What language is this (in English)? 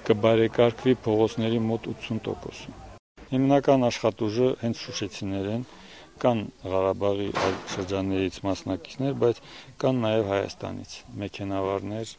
Armenian